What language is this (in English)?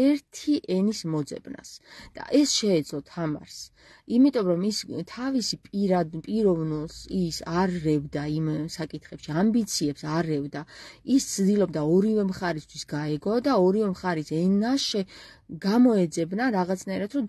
Georgian